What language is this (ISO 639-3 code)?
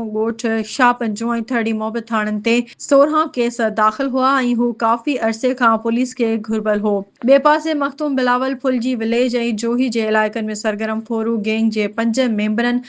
snd